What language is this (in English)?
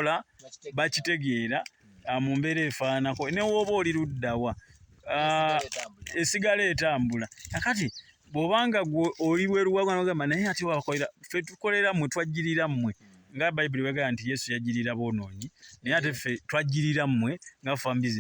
Ganda